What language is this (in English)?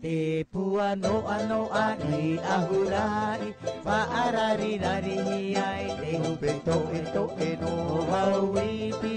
Tahitian